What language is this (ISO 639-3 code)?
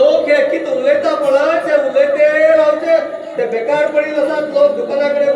kok